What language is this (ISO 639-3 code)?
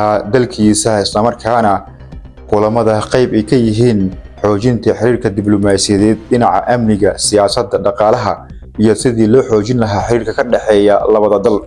som